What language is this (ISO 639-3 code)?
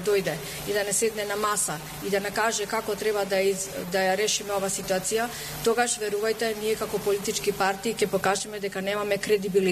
mkd